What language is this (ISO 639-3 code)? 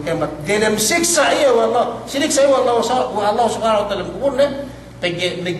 yka